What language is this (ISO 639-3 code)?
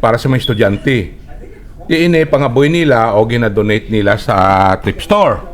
hil